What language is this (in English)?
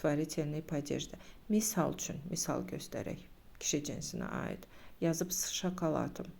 Azerbaijani